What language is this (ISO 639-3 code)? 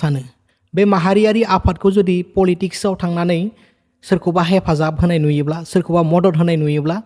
brx